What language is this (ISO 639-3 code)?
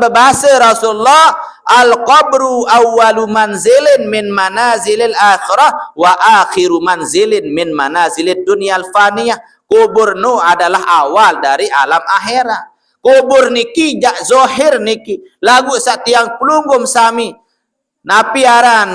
sas